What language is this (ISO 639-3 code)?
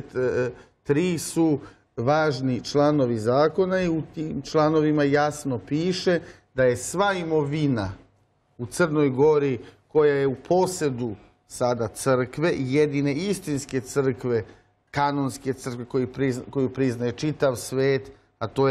srp